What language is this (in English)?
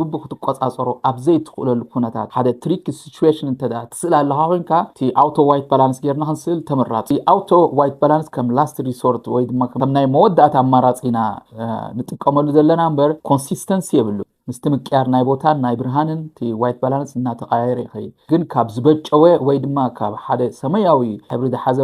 Tigrinya